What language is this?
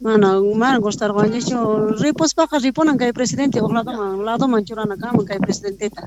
Quechua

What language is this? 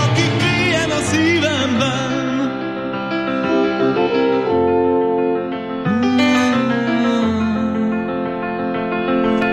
Hungarian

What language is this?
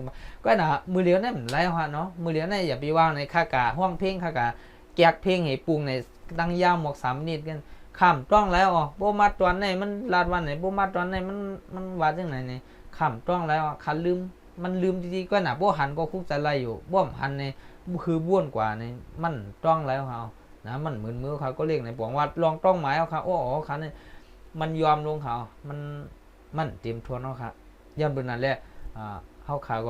Shan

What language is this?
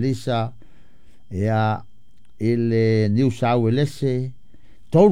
Samoan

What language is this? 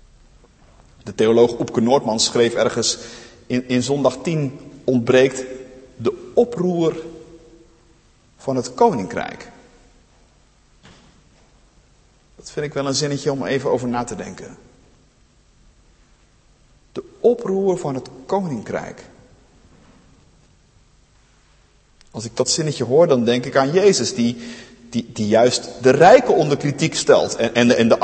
Dutch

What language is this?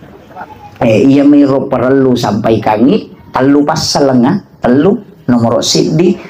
Buginese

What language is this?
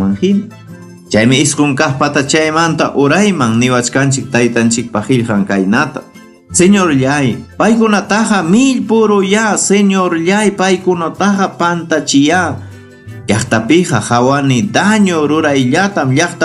Ayacucho Quechua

